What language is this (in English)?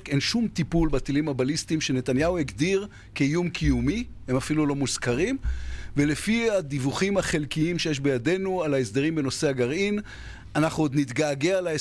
Hebrew